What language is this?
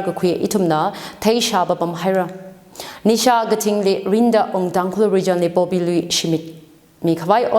Tangkhul Naga (India)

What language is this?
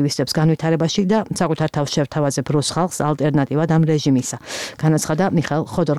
Georgian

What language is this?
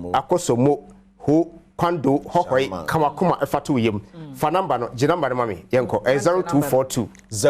Akan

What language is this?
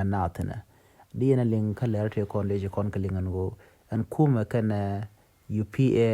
Nuer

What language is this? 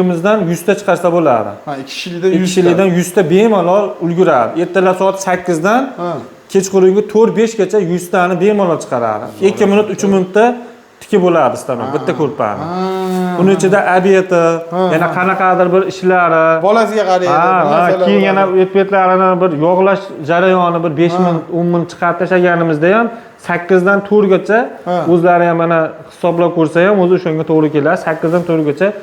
Uzbek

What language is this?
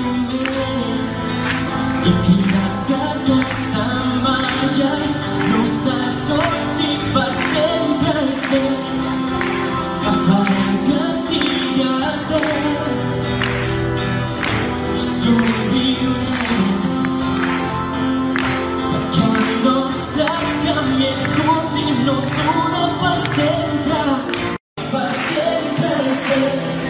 Catalan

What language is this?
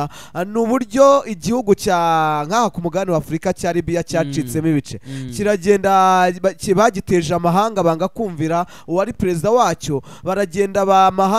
Kinyarwanda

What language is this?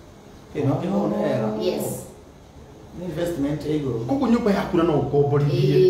Kikuyu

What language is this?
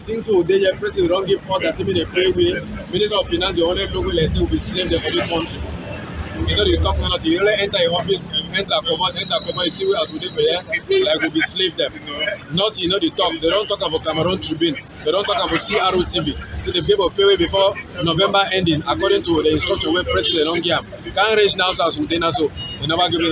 Cameroon Pidgin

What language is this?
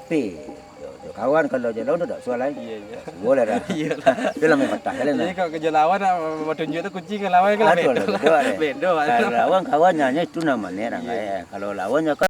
Minangkabau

